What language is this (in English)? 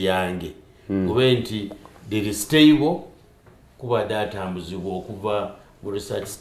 Soga